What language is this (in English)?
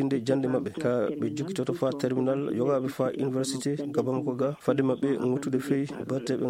Fula